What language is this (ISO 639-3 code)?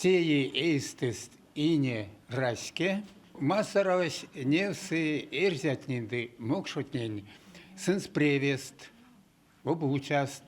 myv